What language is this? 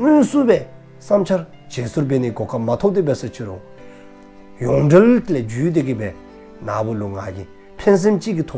Dzongkha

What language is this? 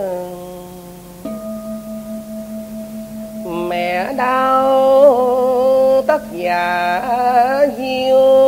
Vietnamese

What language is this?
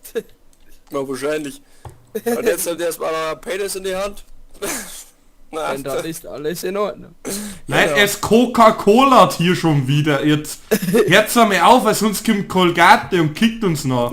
Bavarian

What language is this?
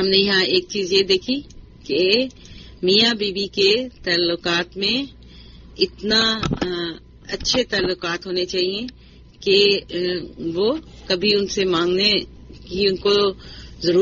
Urdu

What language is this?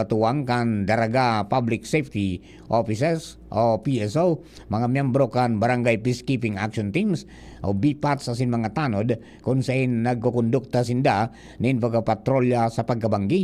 Bikol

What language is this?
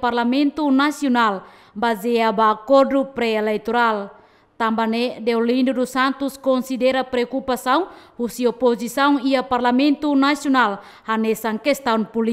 Tetum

